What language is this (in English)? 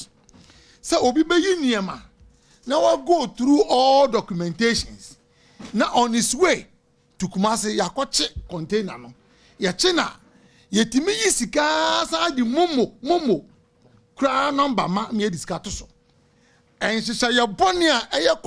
Akan